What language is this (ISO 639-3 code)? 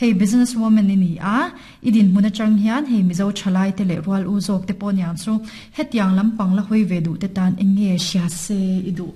lus